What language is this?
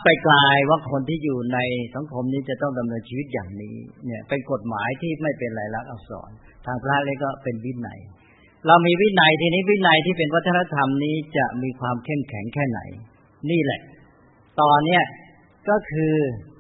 Thai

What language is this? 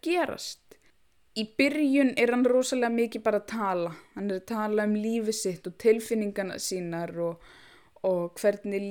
Icelandic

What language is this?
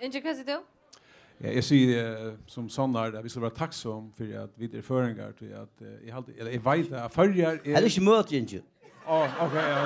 Faroese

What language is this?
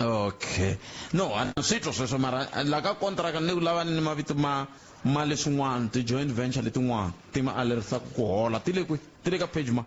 Tsonga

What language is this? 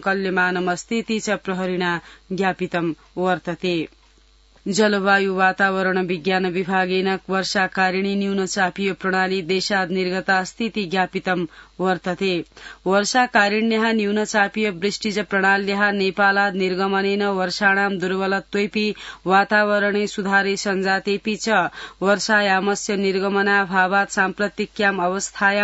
Sanskrit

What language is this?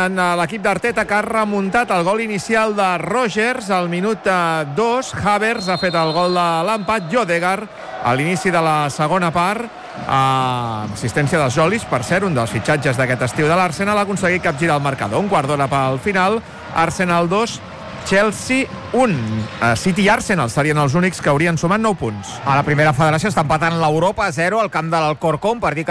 Catalan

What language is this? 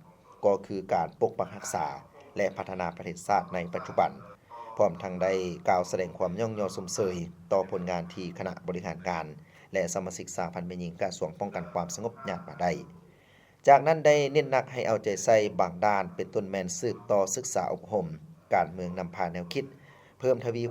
Lao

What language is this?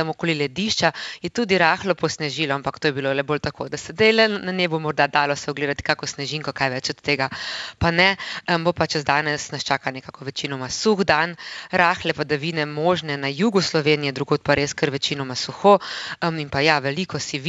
Slovenian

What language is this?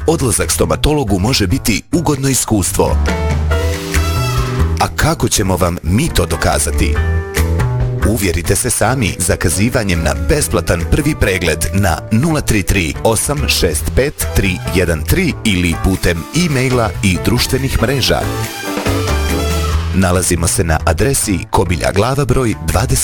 Bosnian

